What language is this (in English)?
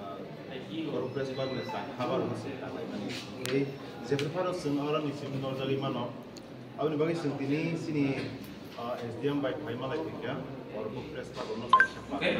Kok Borok